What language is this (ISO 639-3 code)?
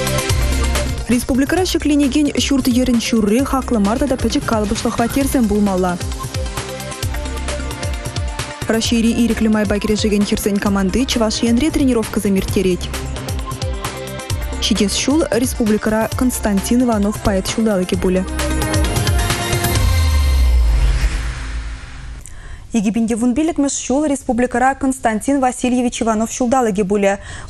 chv